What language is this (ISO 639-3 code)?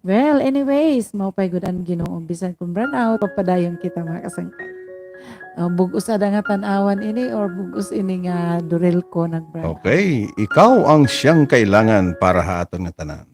war